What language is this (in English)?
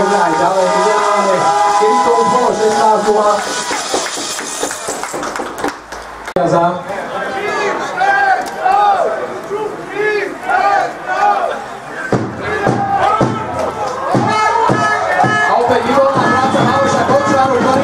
Slovak